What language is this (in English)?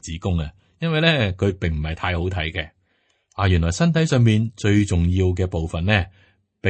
Cantonese